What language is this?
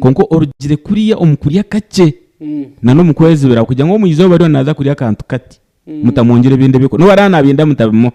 Nyankole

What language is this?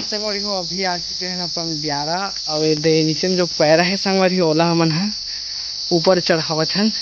Chhattisgarhi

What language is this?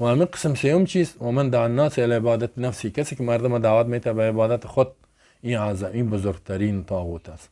Persian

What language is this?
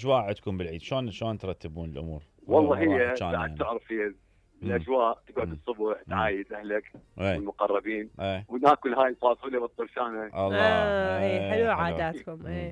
Mesopotamian Arabic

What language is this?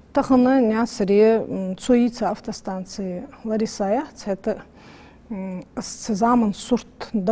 Ingush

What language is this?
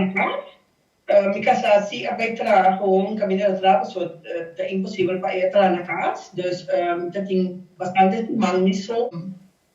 Papiamento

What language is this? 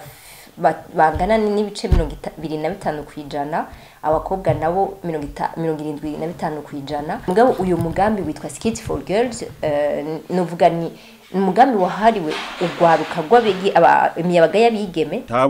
Rundi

